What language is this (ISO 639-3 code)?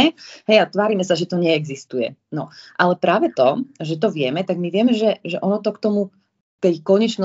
slk